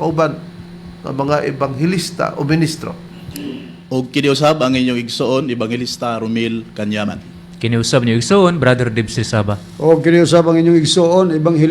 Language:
Cebuano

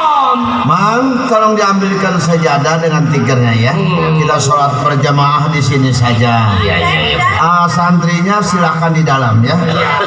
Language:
Betawi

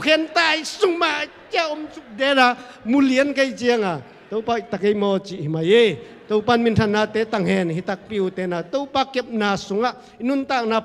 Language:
Tedim Chin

